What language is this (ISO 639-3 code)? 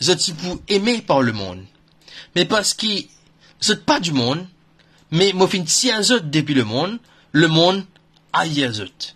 mfe